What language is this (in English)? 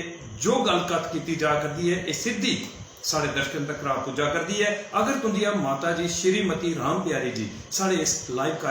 Dogri